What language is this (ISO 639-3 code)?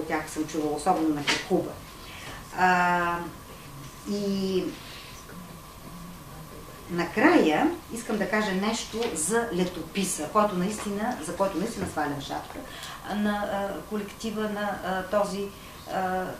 bul